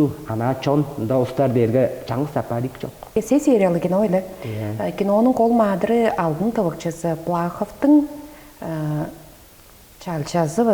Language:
Tuvinian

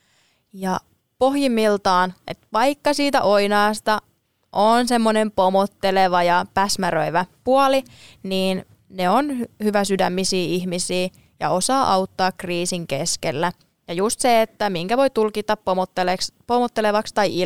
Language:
Finnish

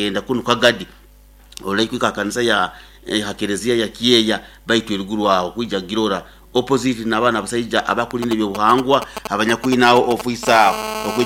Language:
Nyoro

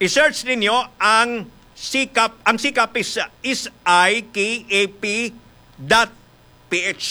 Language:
Hiligaynon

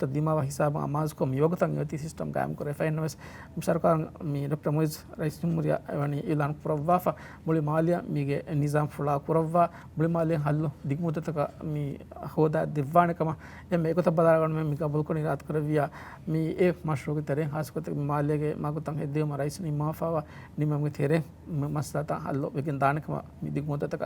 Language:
Divehi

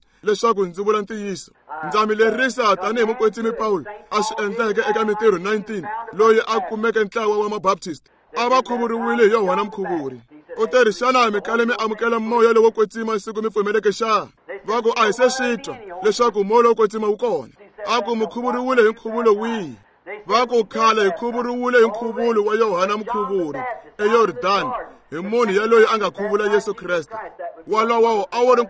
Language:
Tsonga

